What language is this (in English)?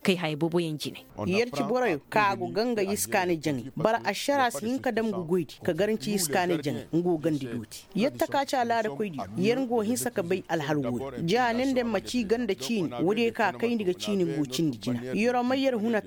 Koyraboro Senni